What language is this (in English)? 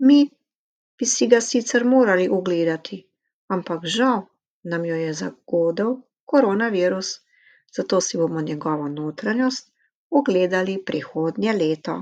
Slovenian